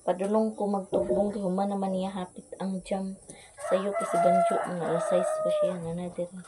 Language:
Cebuano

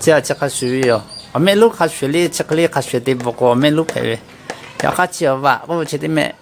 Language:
Lahu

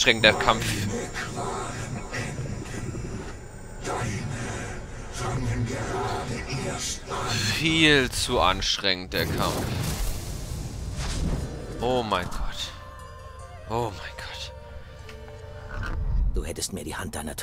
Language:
German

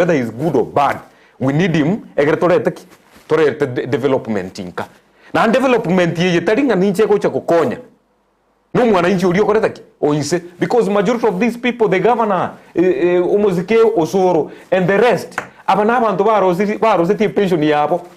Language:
Gusii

